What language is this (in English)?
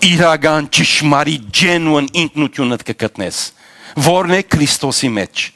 Western Armenian